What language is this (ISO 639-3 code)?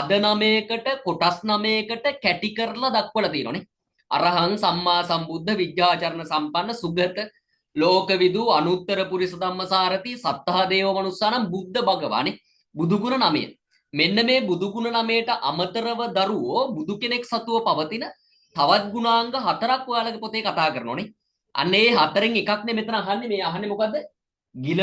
sin